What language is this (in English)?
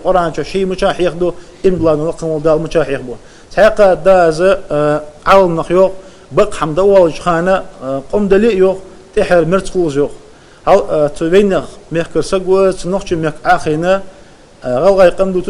Ingush